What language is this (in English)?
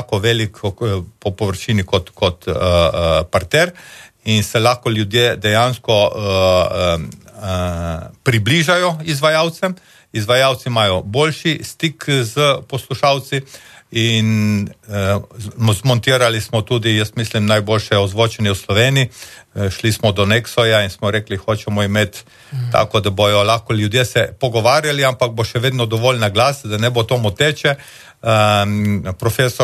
Slovenian